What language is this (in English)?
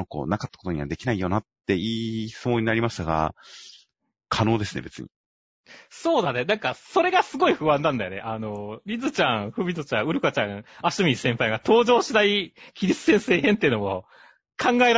Japanese